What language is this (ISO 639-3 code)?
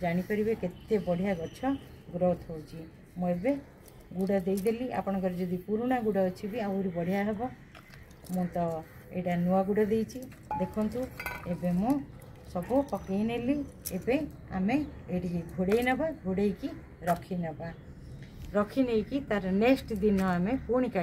ori